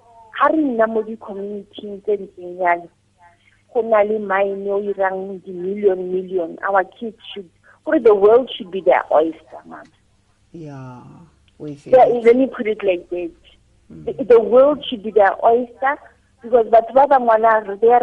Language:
Tswana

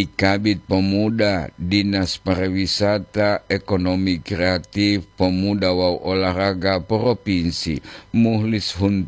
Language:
Gorontalo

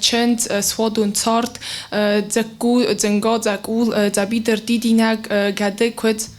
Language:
Ossetic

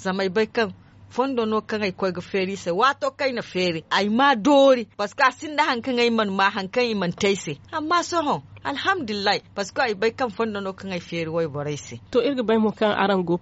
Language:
Zarma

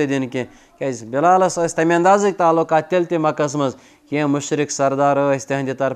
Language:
Kashmiri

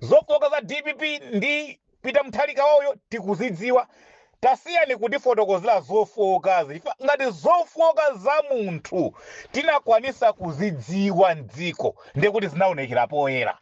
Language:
Nyanja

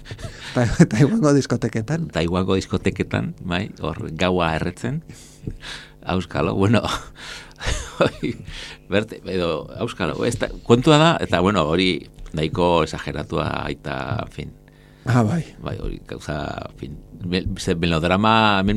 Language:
Basque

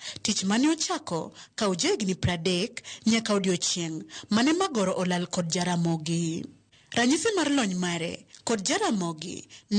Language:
Luo (Kenya and Tanzania)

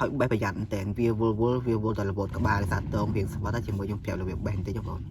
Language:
Khmer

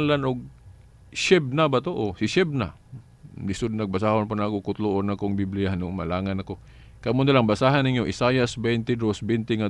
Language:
Cebuano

